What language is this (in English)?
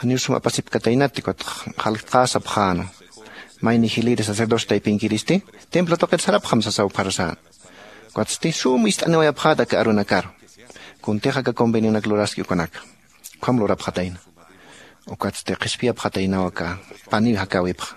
Aymara